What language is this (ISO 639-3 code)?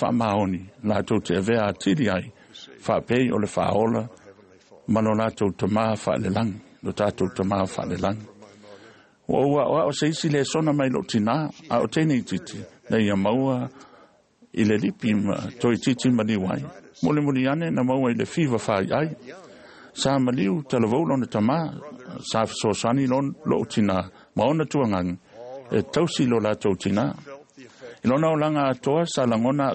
smo